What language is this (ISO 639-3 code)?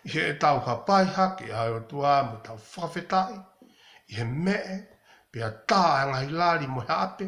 ton